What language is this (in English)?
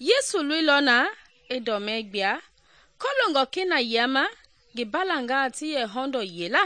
Mende